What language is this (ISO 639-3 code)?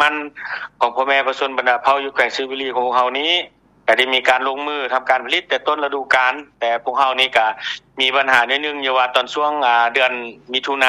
lao